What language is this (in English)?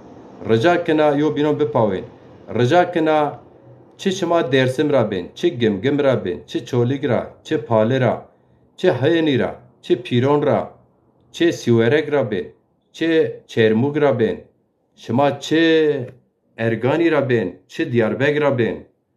Zaza